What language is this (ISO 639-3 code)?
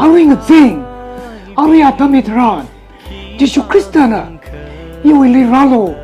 nmf